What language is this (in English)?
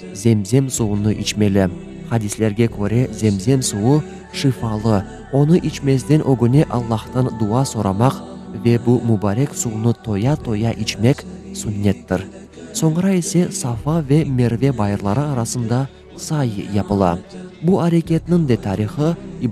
Crimean Tatar